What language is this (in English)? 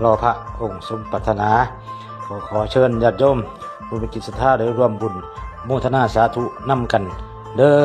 Lao